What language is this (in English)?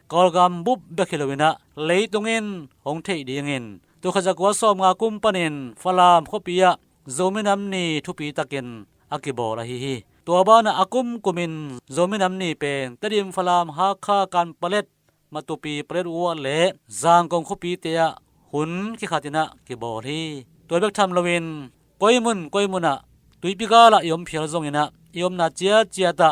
Tedim Chin